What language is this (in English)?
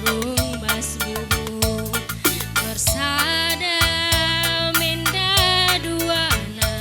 Batak Karo